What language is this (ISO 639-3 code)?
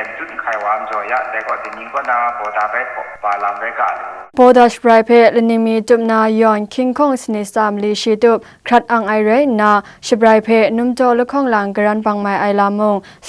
kac